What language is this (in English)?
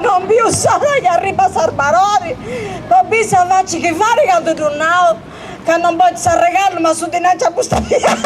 Sardinian